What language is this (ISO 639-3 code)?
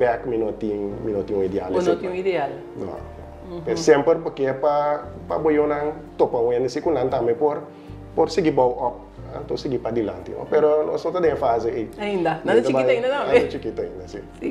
pap